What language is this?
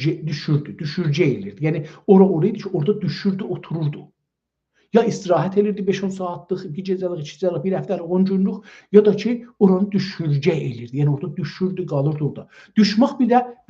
South Azerbaijani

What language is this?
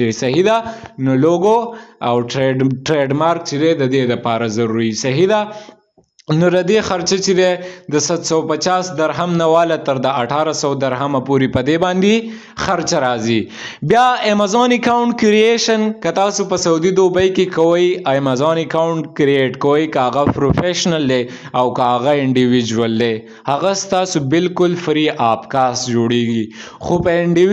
Pashto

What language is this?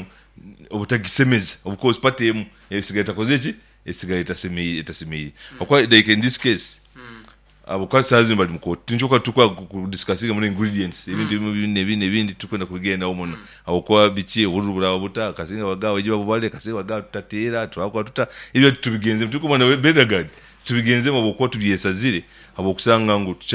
Nyankole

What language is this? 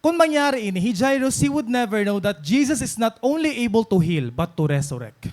Waray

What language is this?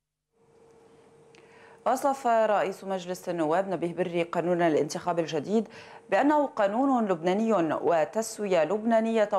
Arabic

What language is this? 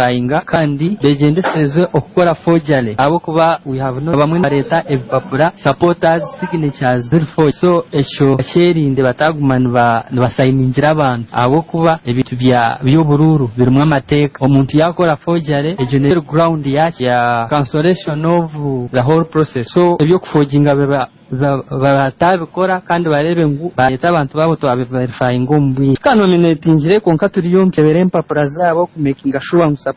Nyoro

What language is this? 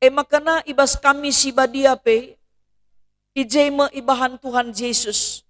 Batak Karo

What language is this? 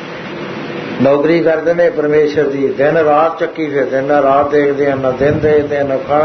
Punjabi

